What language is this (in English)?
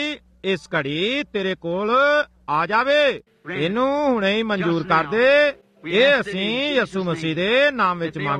Punjabi